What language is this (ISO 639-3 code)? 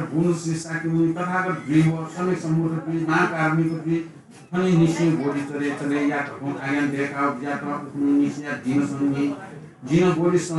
new